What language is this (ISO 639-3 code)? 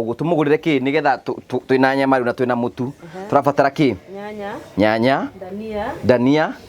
kik